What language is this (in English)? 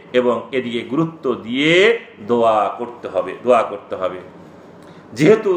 Bangla